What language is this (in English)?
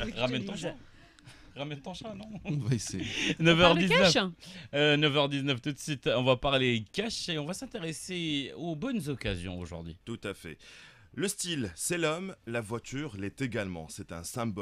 French